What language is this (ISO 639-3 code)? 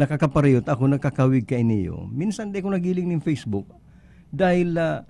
bik